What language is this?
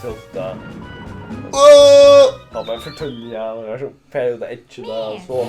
Faroese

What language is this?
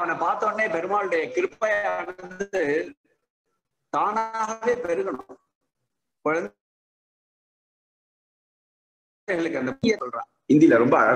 Tamil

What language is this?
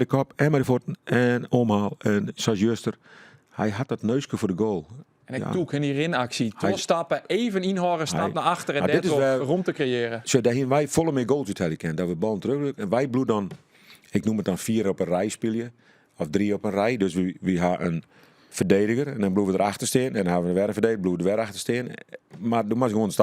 Western Frisian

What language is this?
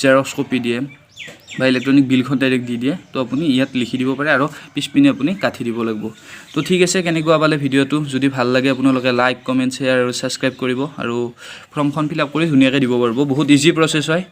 Assamese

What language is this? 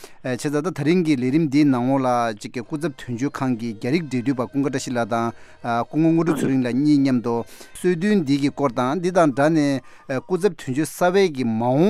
Tibetan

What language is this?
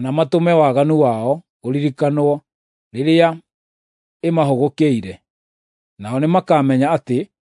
Kikuyu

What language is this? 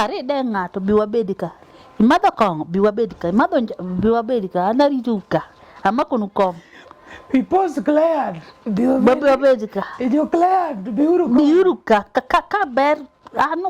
Luo (Kenya and Tanzania)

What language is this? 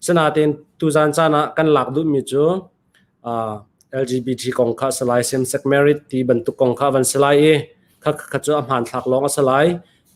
Hakha Chin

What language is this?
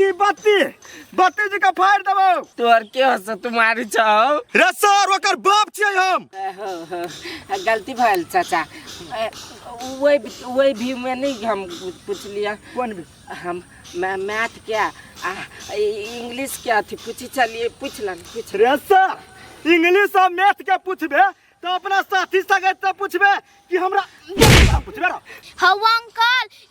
Maithili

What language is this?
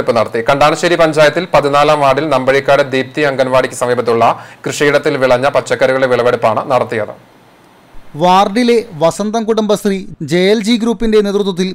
Malayalam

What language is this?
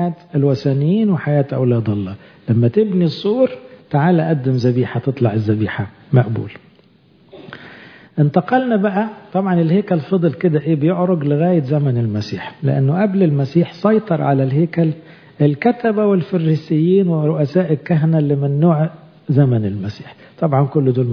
Egyptian Arabic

